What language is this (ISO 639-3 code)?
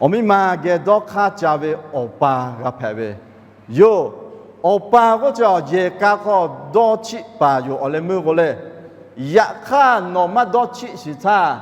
lhu